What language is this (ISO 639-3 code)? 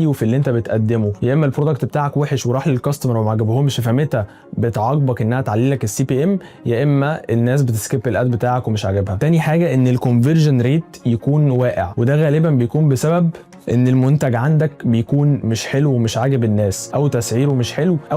arz